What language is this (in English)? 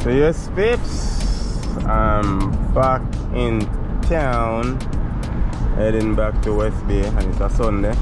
Jamaican Creole English